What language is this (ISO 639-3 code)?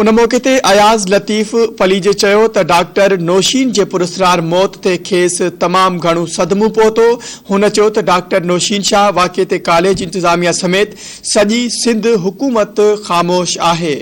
snd